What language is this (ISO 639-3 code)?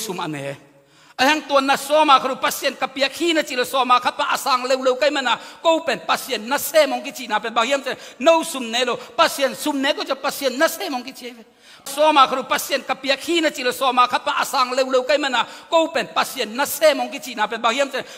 ctd